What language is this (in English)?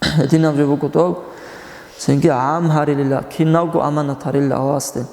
Avaric